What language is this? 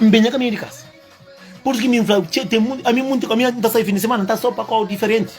Kabuverdianu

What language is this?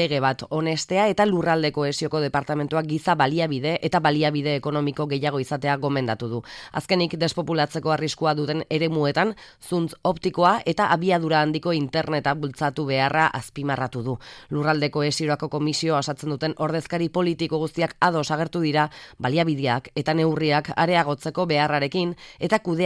Basque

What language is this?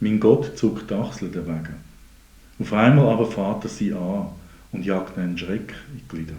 Swiss German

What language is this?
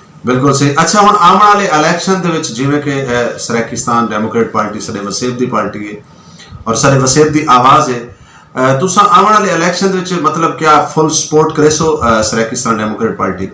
Saraiki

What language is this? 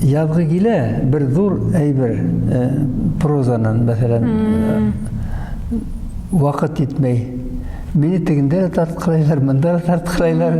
Bashkir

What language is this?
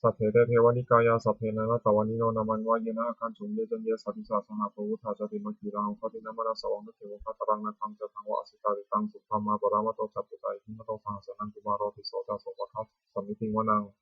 Pali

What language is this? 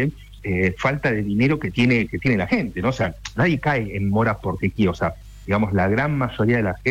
Spanish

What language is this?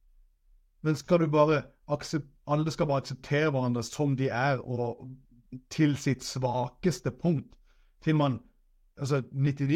Norwegian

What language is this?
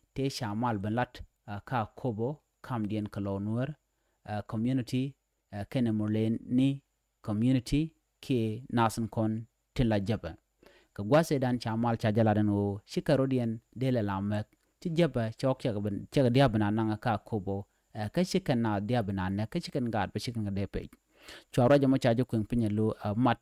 Nuer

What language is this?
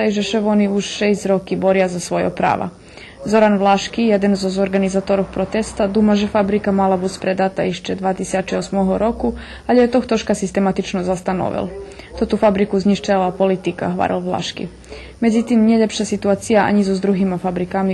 Rusyn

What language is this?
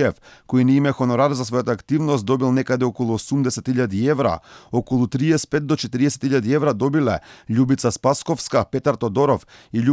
Macedonian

